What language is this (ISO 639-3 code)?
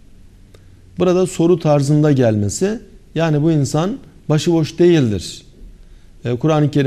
tur